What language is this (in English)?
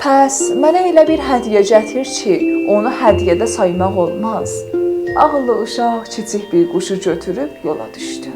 South Azerbaijani